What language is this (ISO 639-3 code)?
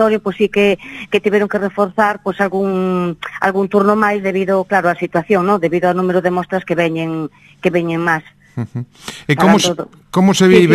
glg